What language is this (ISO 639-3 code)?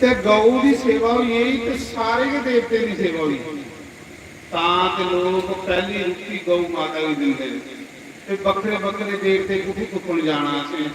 doi